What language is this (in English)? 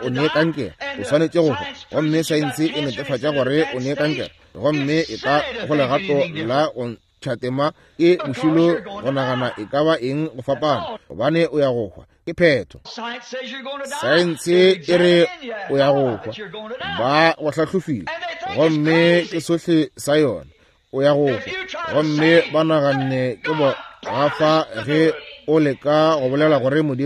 Northern Sotho